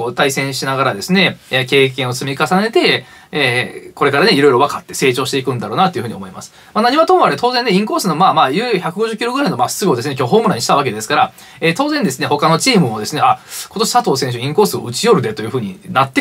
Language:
Japanese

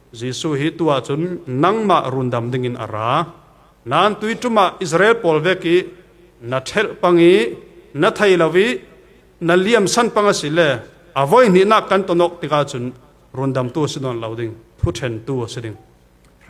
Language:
Falam Chin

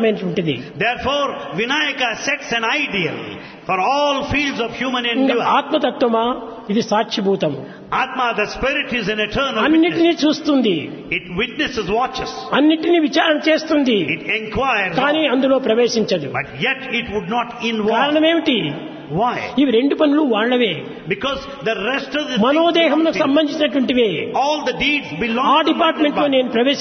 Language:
Telugu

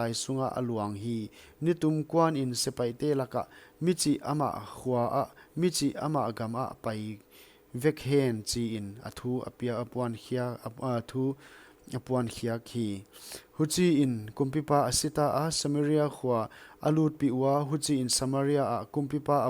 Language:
Paite Chin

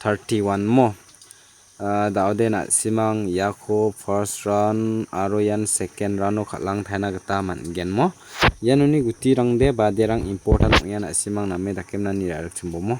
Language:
Garo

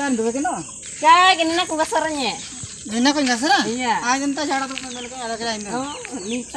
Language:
Ho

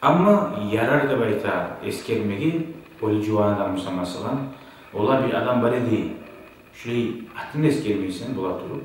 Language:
Kumyk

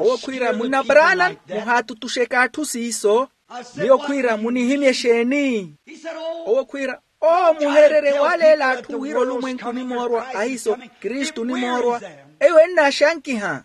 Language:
Makhuwa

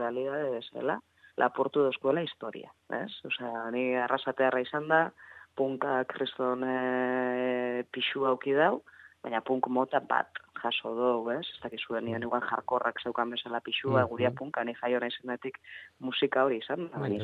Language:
Basque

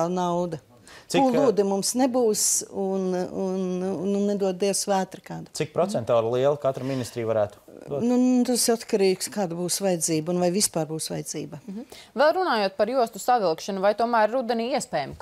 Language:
Latvian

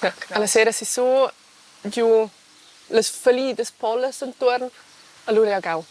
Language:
Romansh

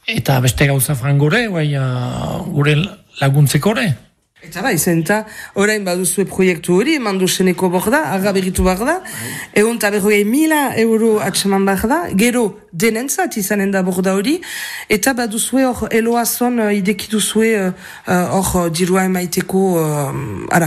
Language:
Basque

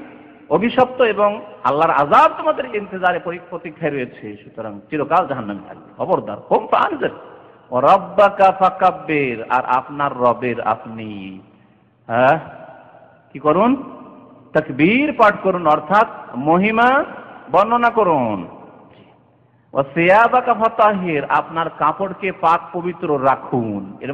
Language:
Bangla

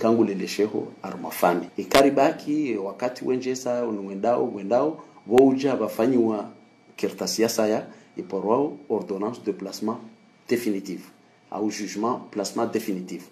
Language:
Ngazidja Comorian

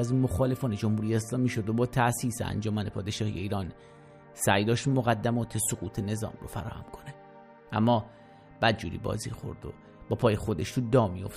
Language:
Persian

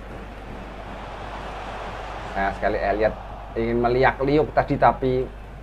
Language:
Indonesian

